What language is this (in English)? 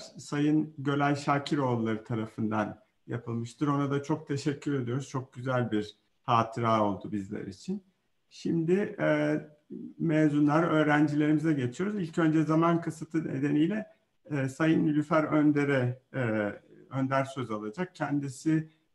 Turkish